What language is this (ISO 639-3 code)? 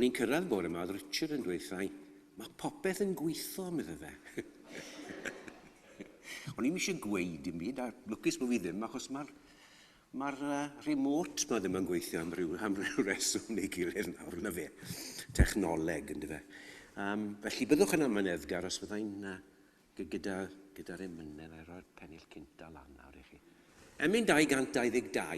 cym